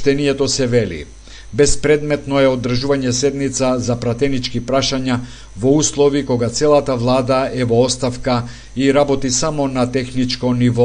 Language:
Macedonian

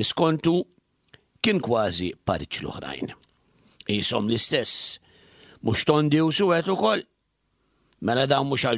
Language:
Maltese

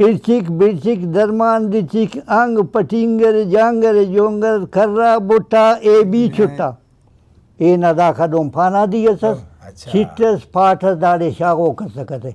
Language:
Brahui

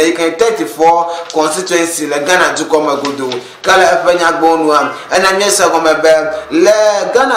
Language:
Ewe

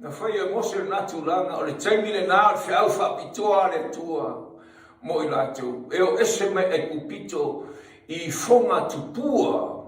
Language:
Samoan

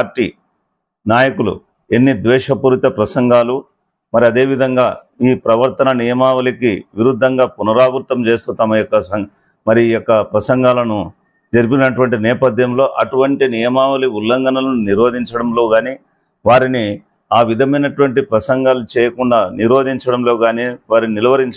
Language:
Telugu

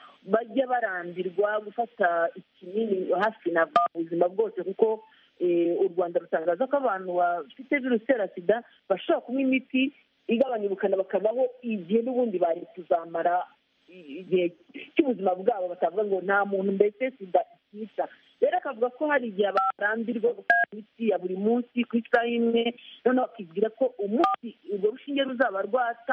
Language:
Kinyarwanda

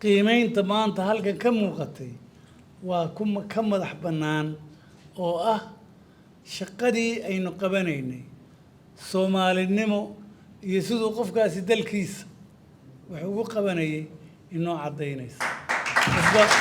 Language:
Somali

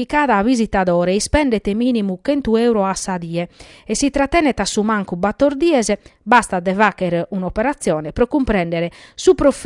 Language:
Sardinian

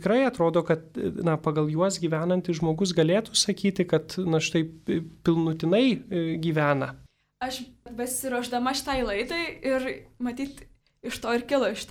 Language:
Lithuanian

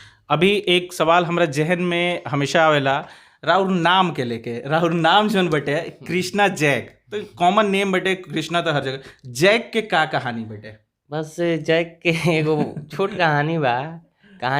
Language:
Bhojpuri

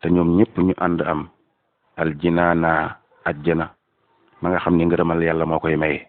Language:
Wolof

